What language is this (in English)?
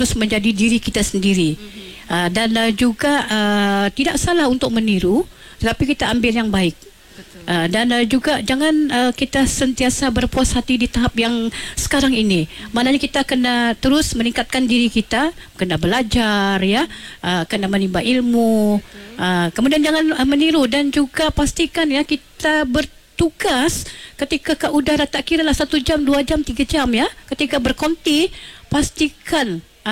Malay